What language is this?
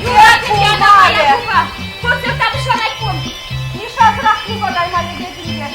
Chuvash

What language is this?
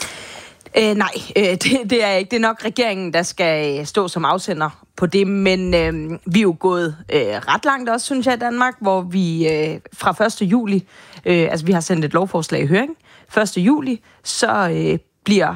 Danish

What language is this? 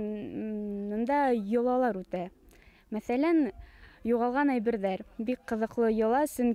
Bashkir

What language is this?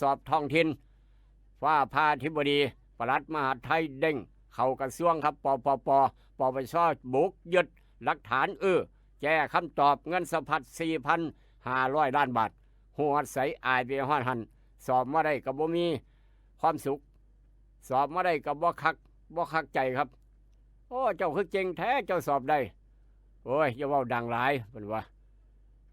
Northeastern Thai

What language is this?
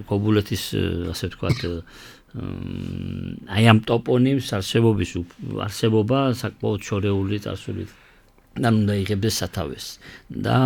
Georgian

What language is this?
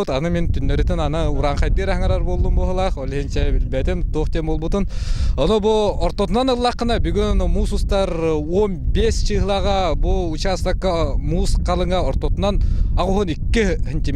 Yakut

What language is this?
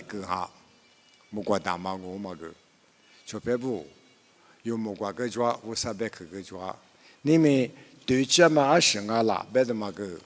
Lisu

